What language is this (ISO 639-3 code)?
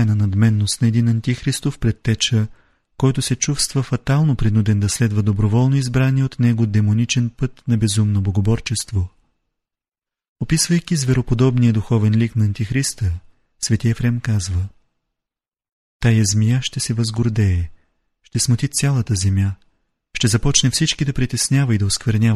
bul